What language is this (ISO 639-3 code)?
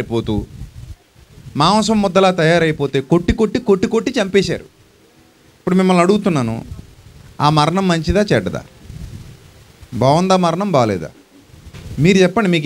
tel